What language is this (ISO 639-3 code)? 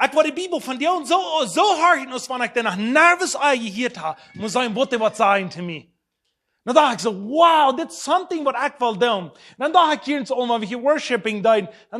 pdt